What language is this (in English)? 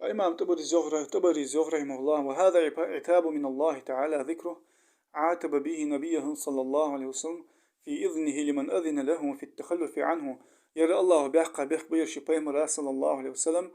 Ingush